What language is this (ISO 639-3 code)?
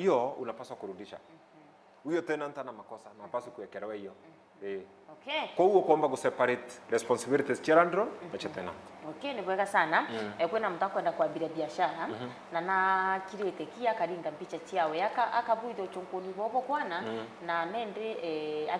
mer